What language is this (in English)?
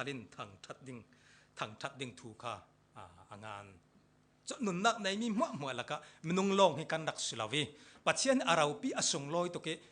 Falam Chin